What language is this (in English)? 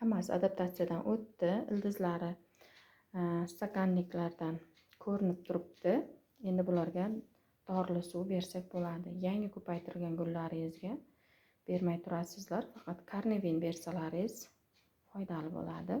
Uzbek